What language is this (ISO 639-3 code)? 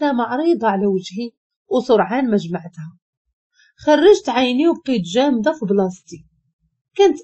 ary